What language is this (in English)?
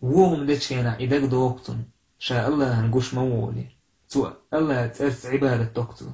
Chechen